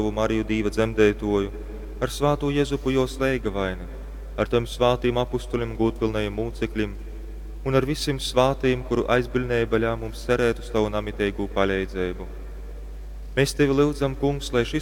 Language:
Latgalian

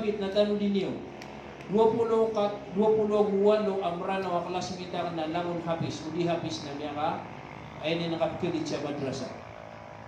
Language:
Maranao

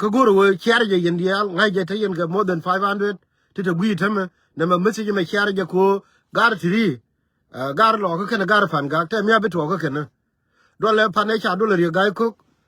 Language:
Nuer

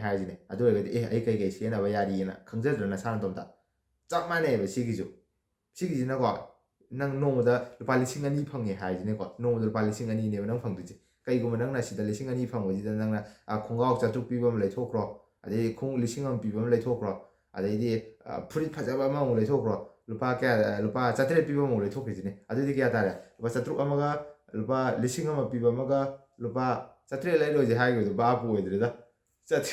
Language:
Manipuri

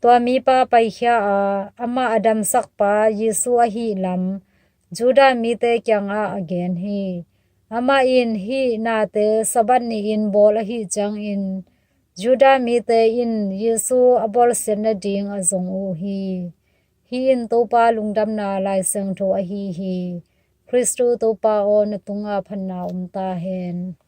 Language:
Tedim Chin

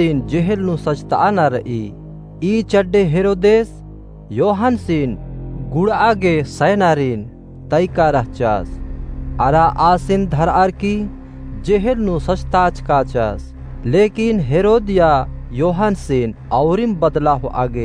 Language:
Kurukh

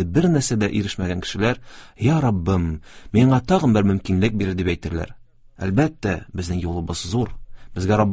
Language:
Tatar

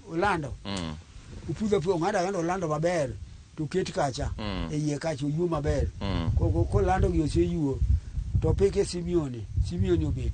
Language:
Luo (Kenya and Tanzania)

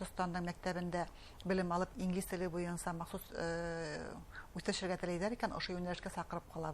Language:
Bashkir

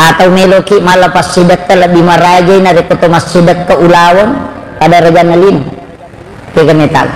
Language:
Buginese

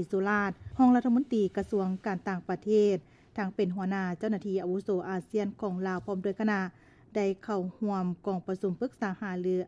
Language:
Lao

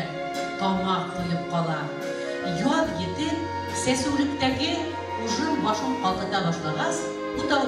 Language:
Bashkir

